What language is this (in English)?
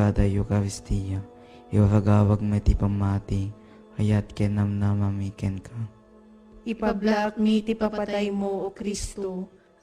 Iloko